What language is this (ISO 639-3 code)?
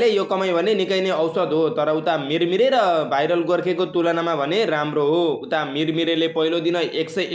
nep